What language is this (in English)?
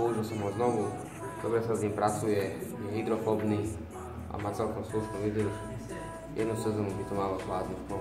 Slovak